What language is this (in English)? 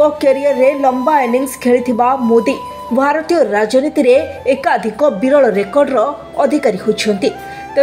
Odia